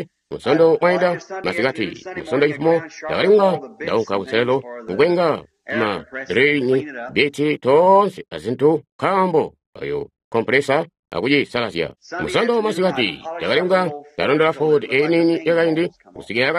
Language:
Tonga (Zambia)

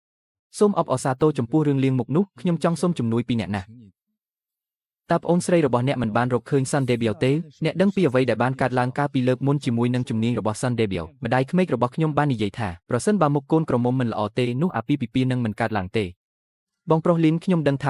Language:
Khmer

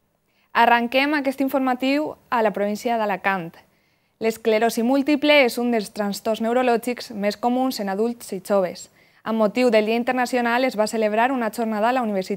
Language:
Catalan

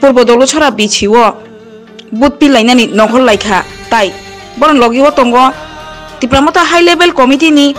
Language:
Kok Borok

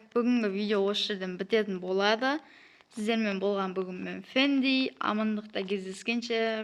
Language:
Kazakh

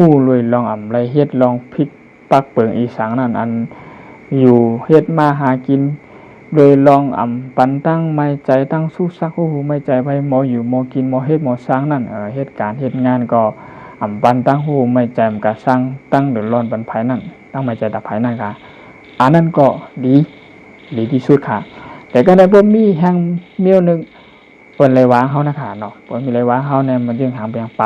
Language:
Shan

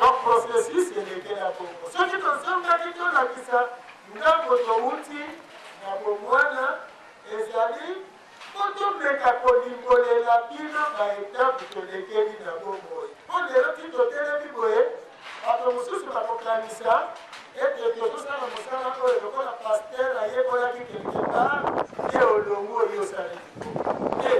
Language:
Lingala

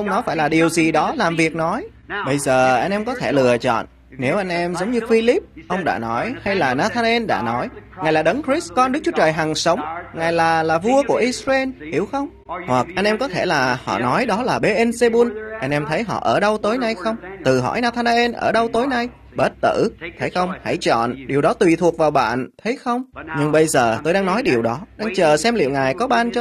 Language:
Vietnamese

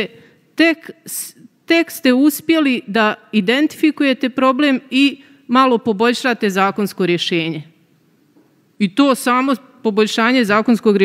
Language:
Serbian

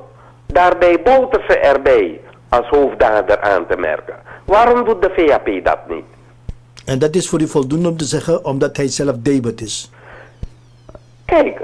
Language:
Dutch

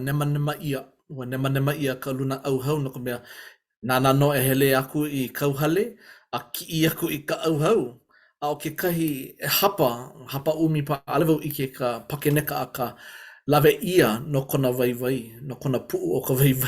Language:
Hawaiian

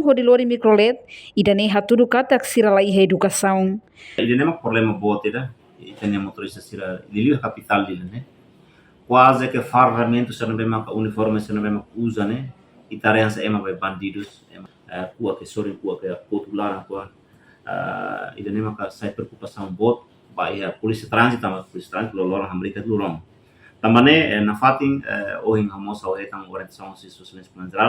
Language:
Tetum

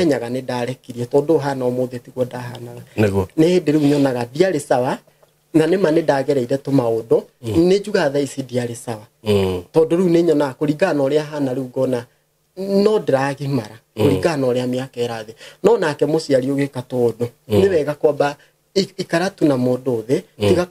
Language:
Kikuyu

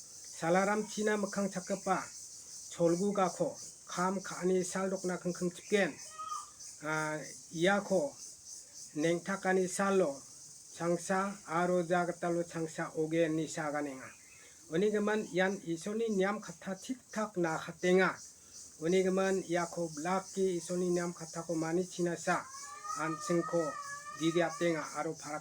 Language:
Garo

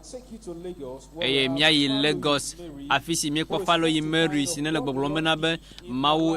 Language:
Ewe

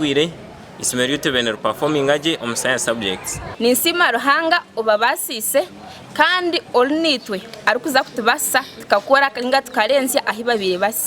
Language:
Nyankole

